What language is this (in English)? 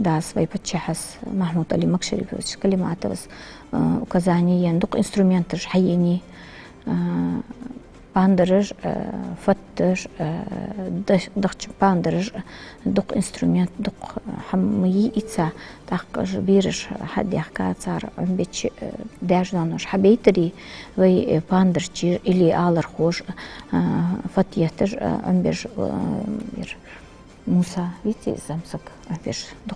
Ingush